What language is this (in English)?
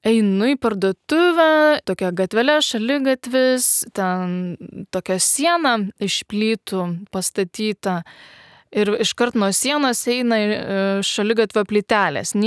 Lithuanian